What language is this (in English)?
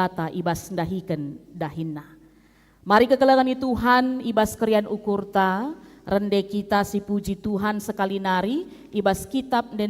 Batak Karo